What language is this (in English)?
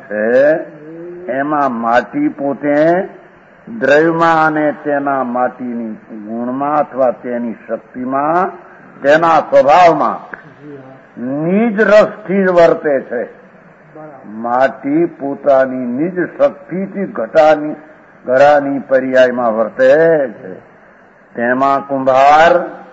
Gujarati